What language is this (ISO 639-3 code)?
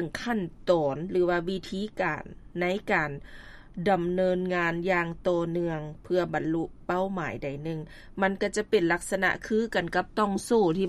lao